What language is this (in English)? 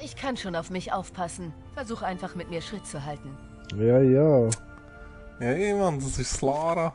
Swiss German